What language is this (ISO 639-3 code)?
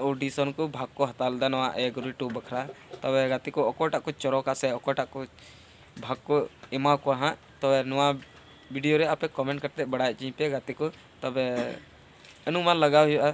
sat